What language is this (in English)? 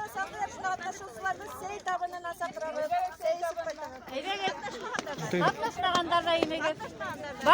Bashkir